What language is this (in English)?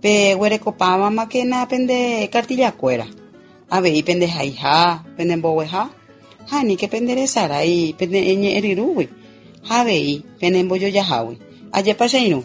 Guarani